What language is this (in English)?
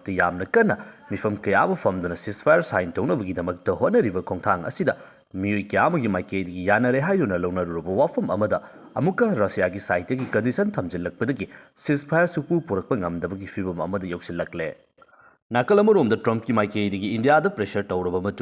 Manipuri